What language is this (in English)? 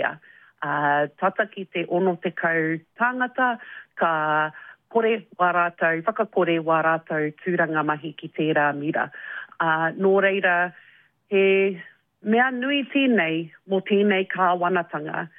Māori